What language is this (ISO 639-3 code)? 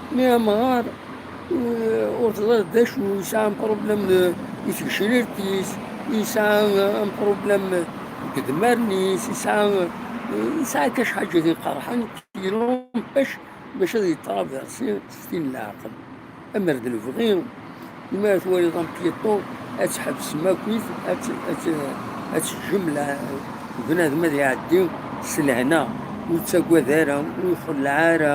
kab